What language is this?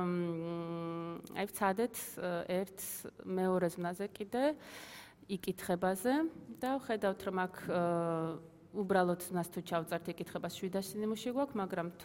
Georgian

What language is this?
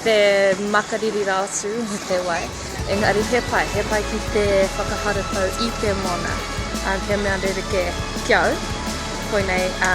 Māori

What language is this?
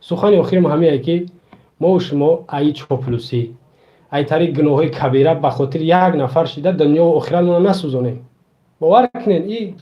Tajik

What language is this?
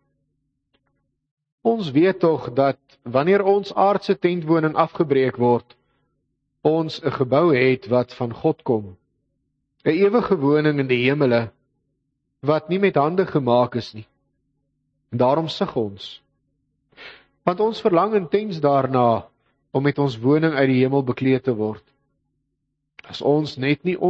Afrikaans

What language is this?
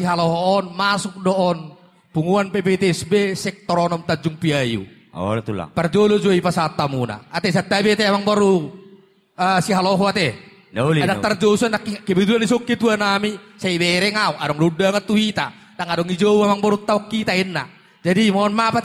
Batak Toba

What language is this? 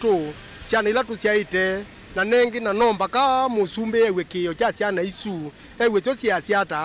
Kamba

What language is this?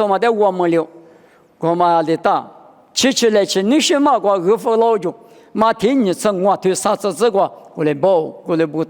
Lisu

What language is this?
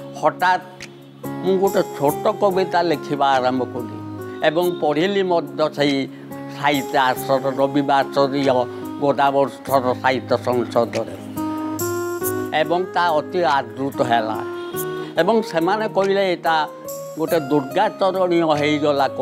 Odia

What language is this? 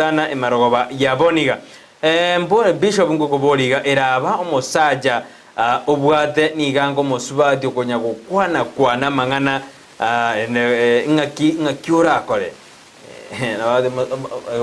Gusii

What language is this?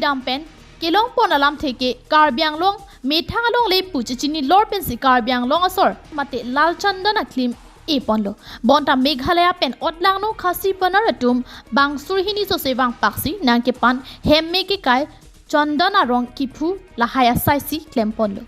Karbi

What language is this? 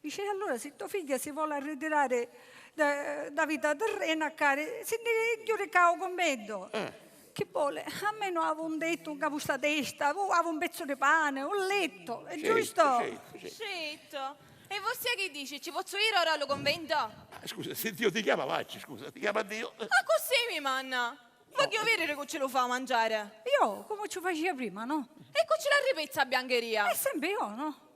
Sicilian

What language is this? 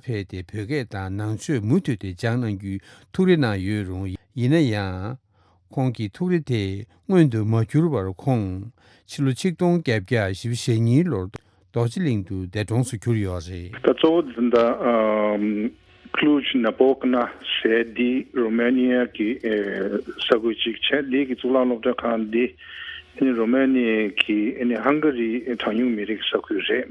Tibetan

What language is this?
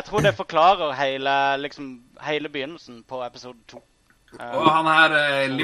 Norwegian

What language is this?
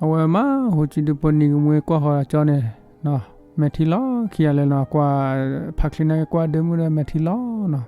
S'gaw Karen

